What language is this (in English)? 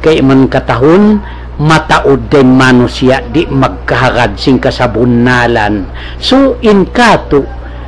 Tausug